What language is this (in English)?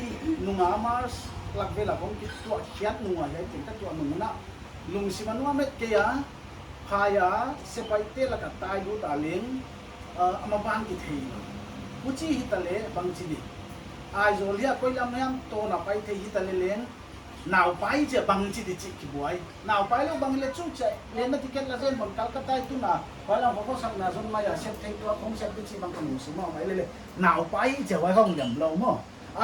Paite Chin